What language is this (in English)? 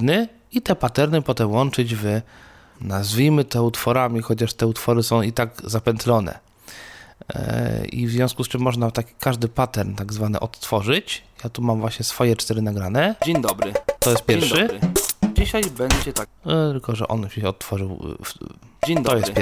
Polish